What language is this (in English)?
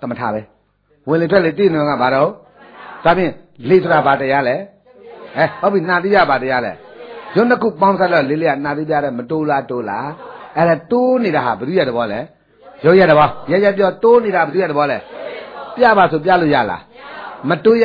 Burmese